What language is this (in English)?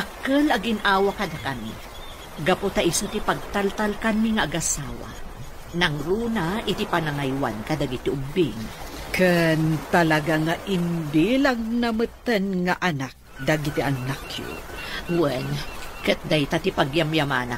Iloko